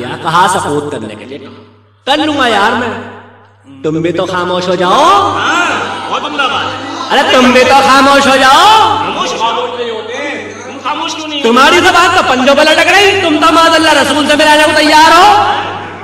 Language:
Urdu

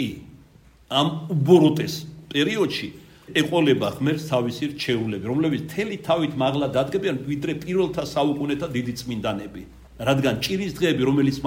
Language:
Georgian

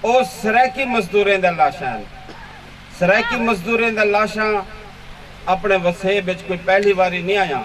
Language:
Saraiki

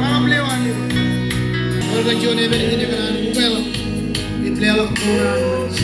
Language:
Marshallese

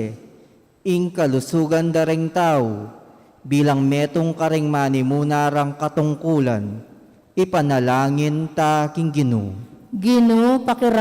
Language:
Pampanga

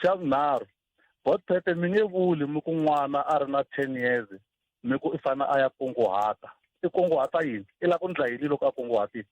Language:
Tsonga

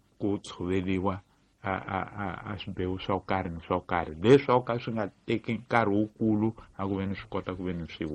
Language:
Tsonga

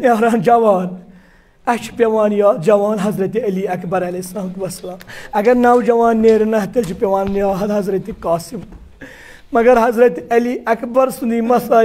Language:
Kashmiri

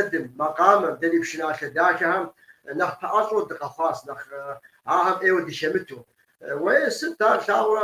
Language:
Kabardian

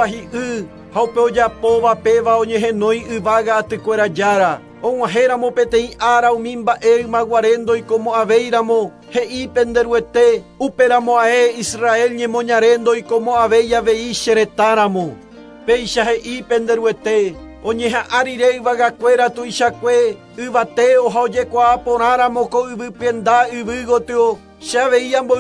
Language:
Guarani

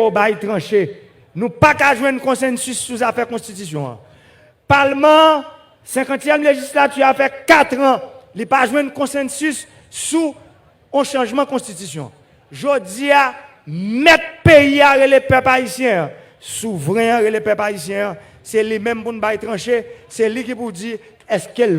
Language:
Haitian Creole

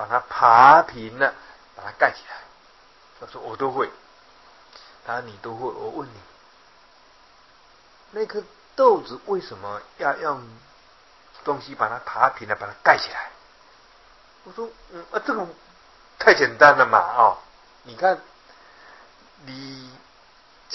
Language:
Chinese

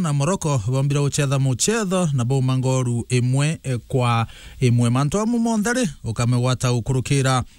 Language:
Meru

